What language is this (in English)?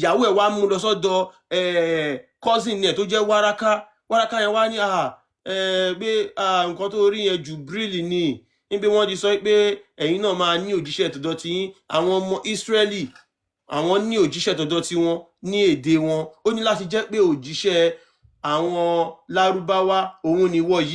Yoruba